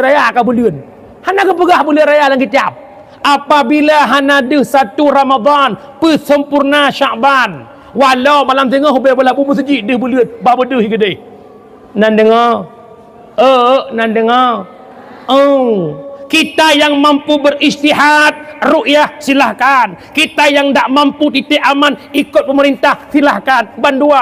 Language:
Achinese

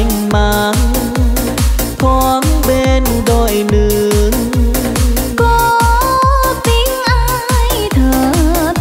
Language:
Vietnamese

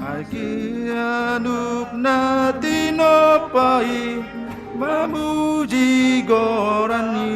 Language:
Batak Simalungun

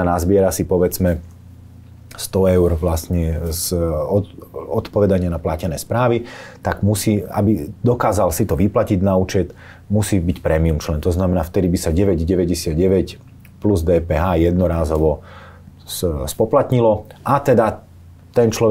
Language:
Slovak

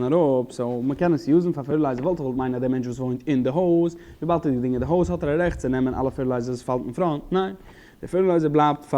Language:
Yiddish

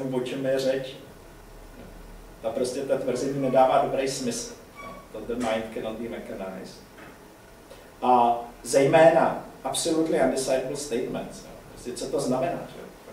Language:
Czech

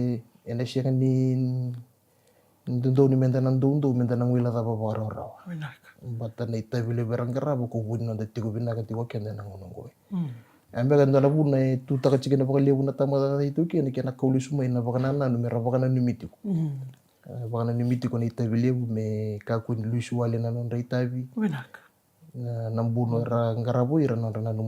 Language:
Fijian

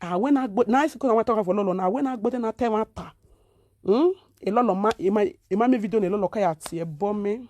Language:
Nigerian Pidgin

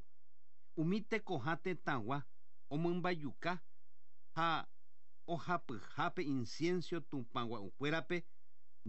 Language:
Guarani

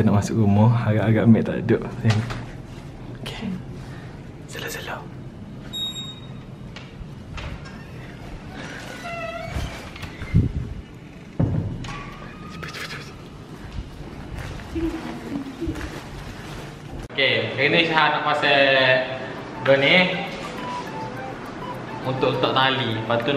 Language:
Malay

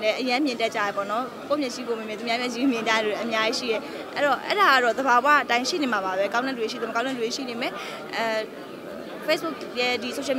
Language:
Burmese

